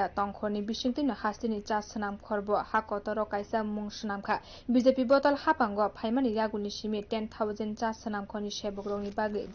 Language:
Kok Borok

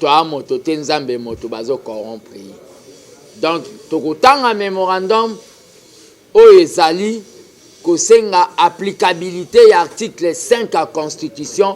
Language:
Lingala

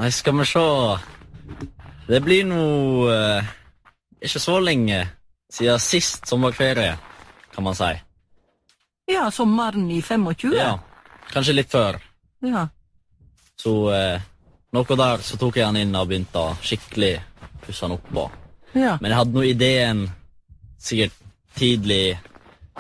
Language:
Norwegian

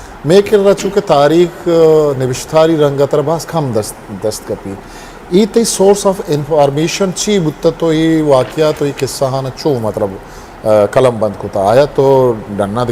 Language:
Eastern Balochi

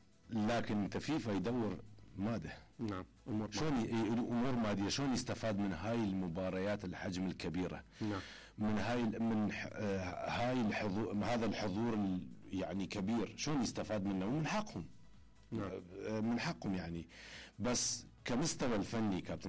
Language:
Mesopotamian Arabic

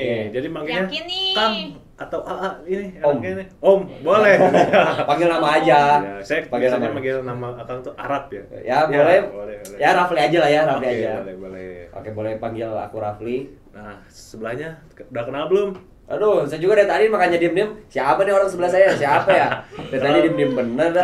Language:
Indonesian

